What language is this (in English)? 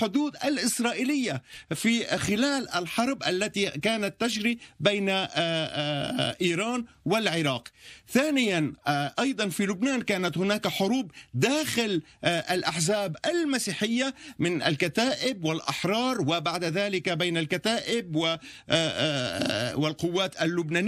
Arabic